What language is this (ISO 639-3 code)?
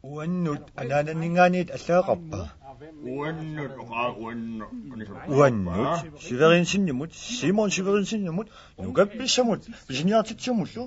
kal